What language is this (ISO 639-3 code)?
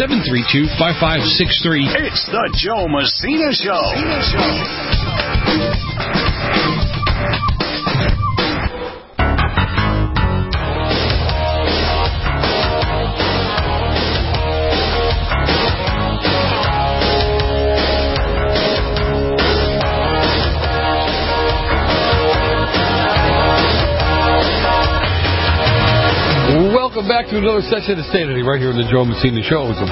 eng